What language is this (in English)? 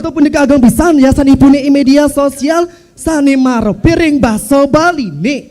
Balinese